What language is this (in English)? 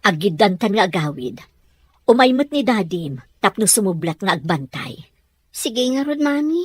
Iloko